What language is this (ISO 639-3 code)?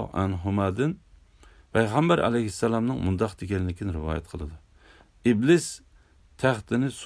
uig